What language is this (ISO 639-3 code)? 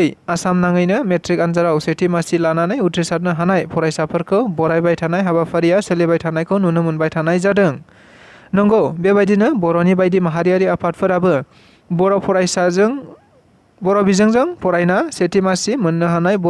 brx